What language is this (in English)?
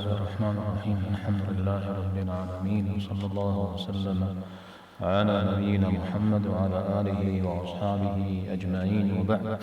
Kabardian